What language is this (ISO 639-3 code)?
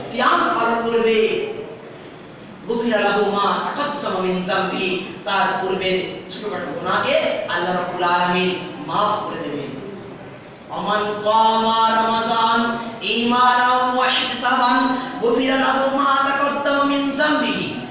ben